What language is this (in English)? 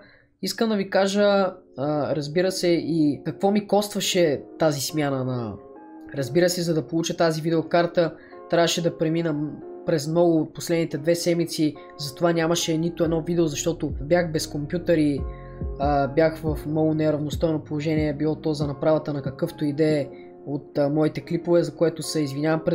Bulgarian